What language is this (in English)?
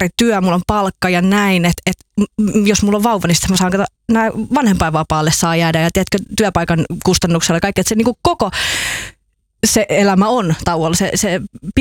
Finnish